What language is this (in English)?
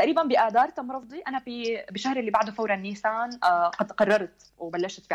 North Levantine Arabic